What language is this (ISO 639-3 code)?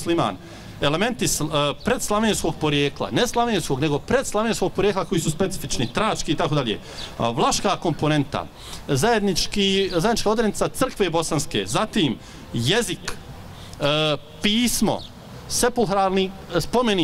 bos